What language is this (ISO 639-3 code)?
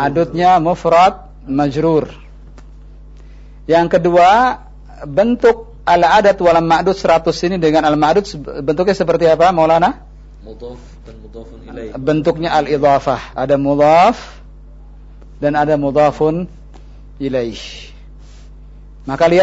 ind